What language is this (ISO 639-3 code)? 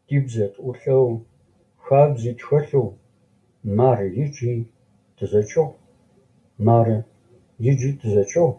ady